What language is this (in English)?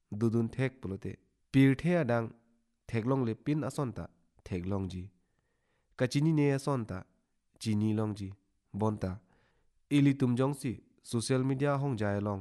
Karbi